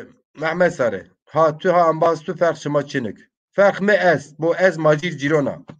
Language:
Zaza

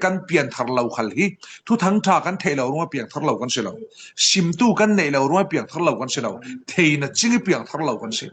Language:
Falam Chin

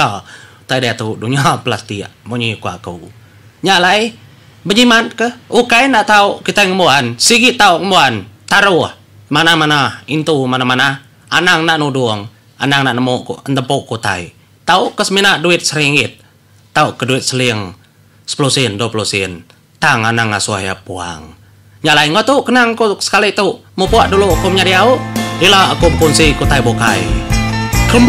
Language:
Iban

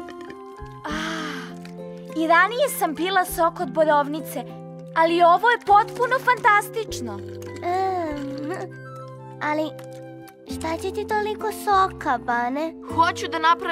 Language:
Serbian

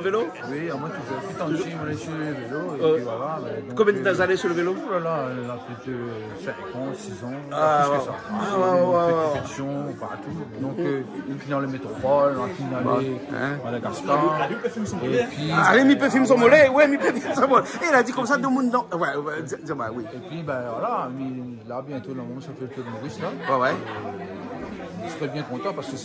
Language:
Réunion Creole French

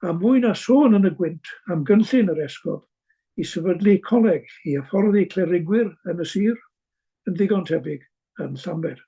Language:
Welsh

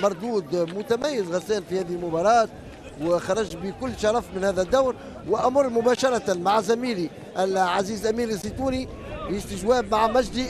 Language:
Tunisian Arabic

